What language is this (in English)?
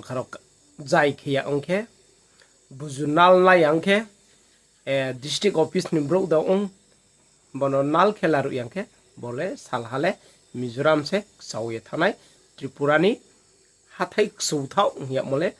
Riang (India)